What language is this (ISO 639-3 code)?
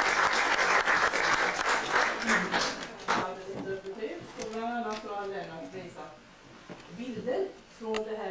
swe